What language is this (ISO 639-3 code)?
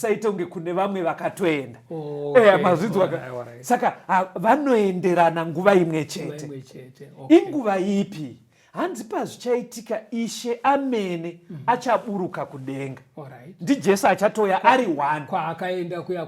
sna